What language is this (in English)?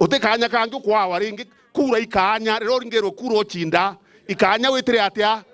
Meru